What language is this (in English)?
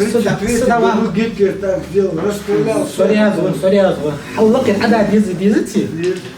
Ingush